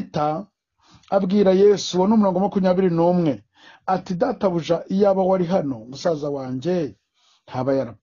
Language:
Kinyarwanda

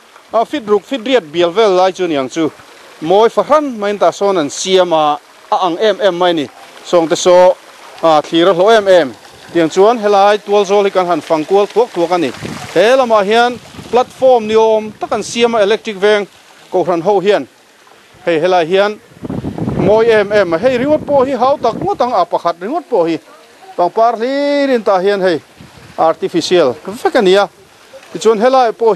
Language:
Mizo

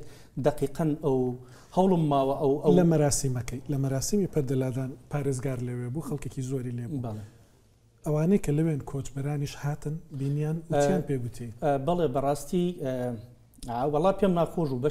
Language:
Central Kurdish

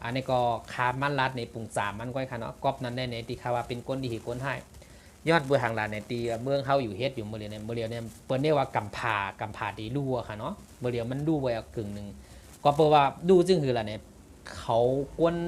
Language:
Shan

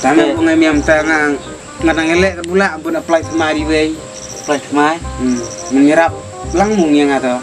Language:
Khasi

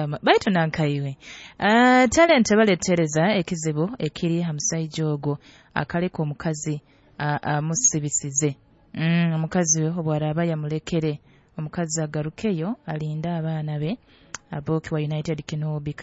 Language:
Nyoro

